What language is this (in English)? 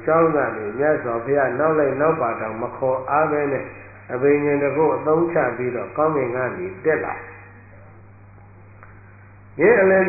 Burmese